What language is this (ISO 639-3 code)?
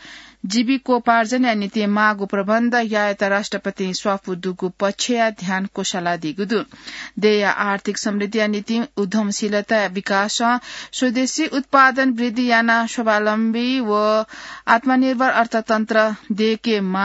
new